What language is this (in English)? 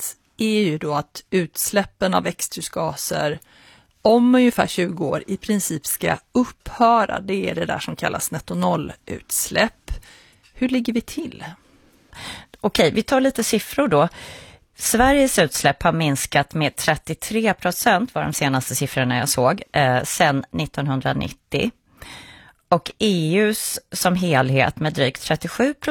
Swedish